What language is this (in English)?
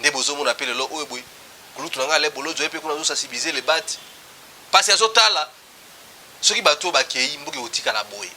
Lingala